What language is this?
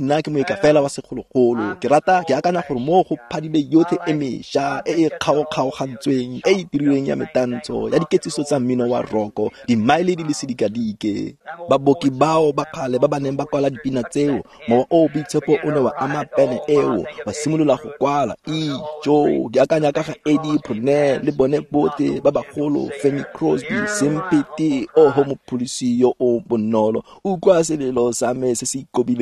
Tswana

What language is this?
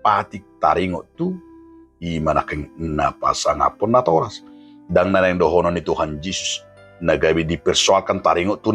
Batak Toba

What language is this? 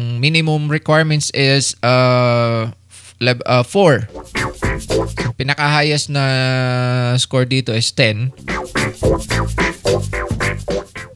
Filipino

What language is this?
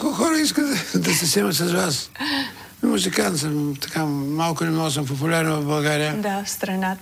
Bulgarian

